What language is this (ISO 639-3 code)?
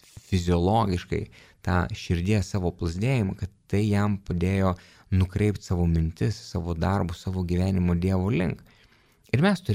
lit